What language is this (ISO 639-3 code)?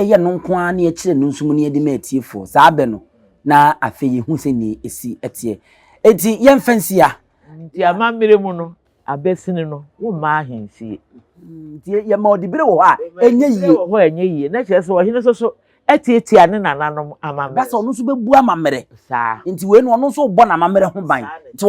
aka